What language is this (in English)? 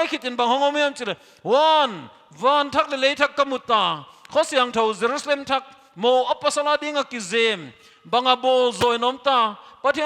Paite Chin